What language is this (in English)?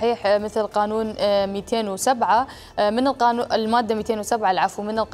Mesopotamian Arabic